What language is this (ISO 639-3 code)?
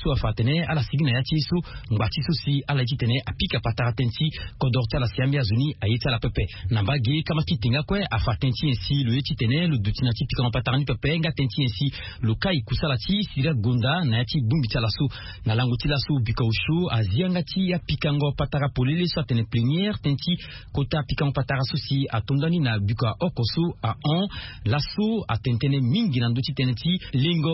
sag